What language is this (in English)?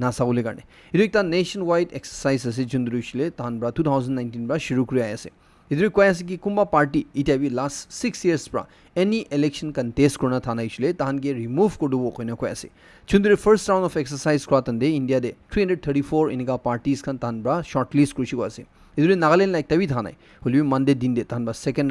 Naga Pidgin